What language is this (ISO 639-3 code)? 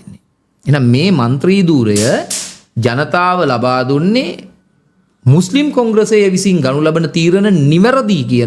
sin